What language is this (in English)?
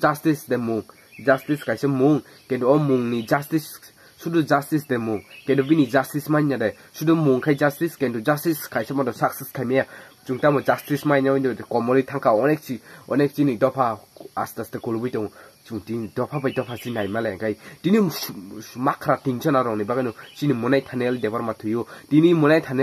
Kok Borok